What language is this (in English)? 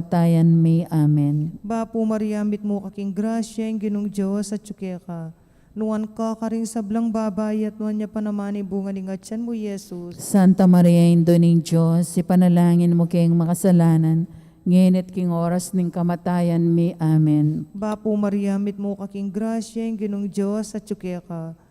Pampanga